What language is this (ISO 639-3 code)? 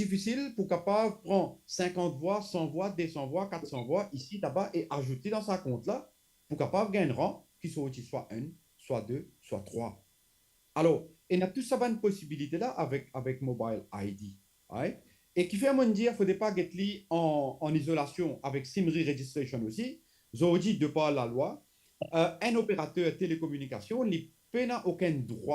mfe